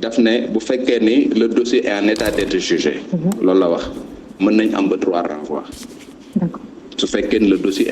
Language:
Wolof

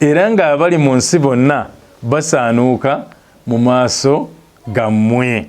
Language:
Ganda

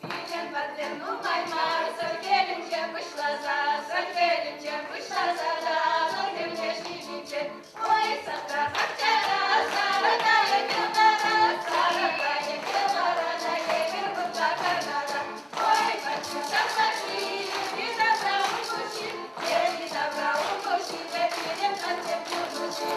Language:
Chuvash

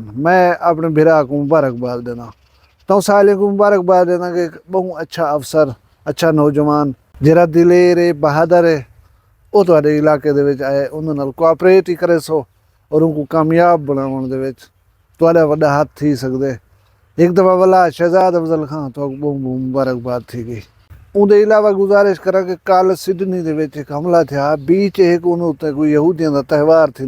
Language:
Saraiki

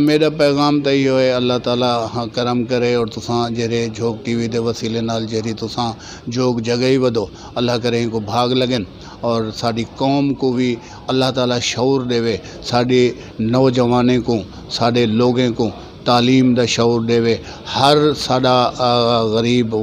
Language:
Saraiki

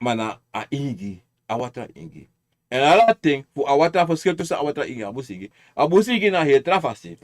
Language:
Sranan Tongo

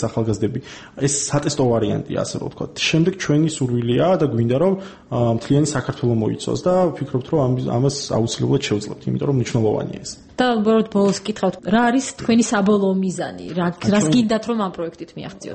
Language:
Georgian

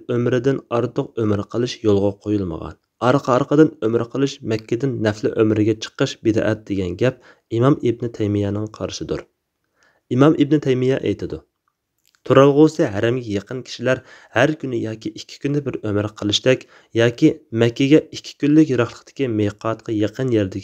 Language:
Uyghur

